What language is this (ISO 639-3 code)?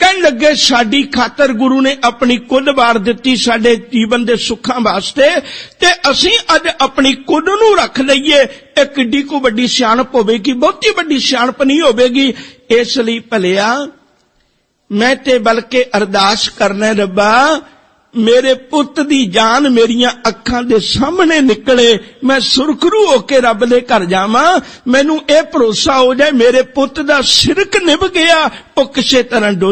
pan